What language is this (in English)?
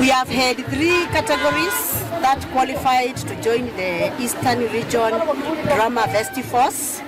Kamba